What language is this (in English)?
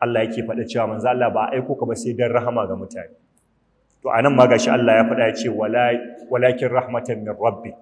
Hausa